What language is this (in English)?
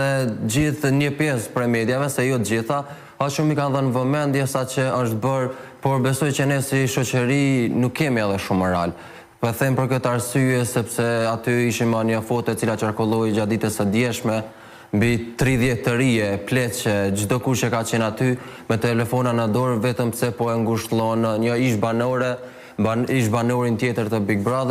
Albanian